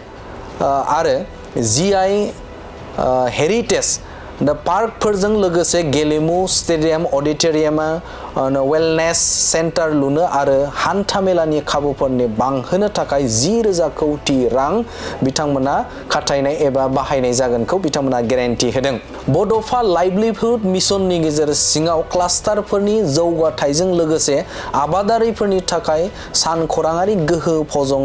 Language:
Bodo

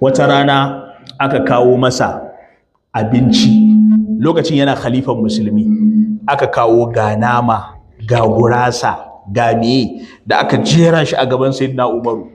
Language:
Hausa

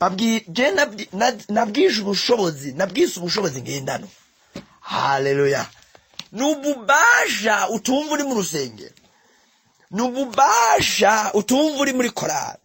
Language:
Rundi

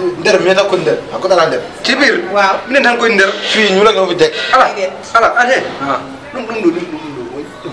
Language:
Fula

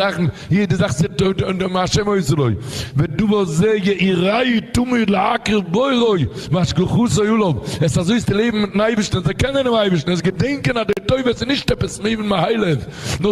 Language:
Yiddish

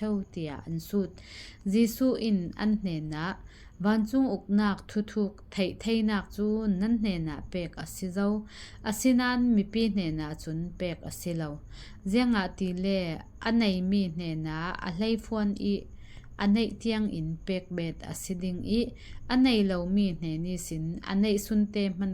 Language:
Falam Chin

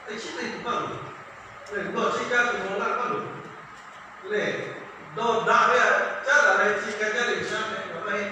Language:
Lahu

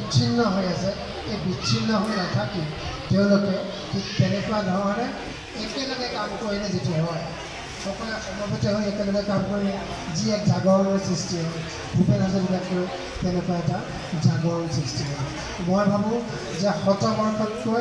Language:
Assamese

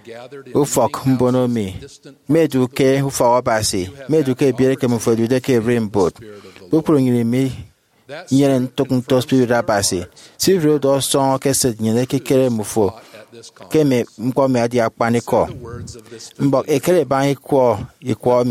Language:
Efik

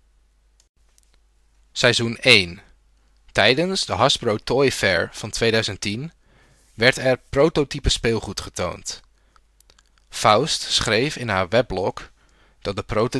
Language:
Dutch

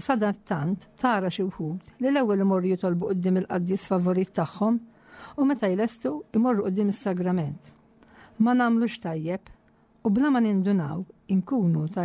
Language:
Maltese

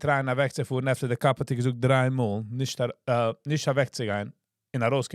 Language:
Yiddish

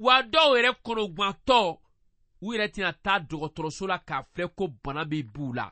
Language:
Bambara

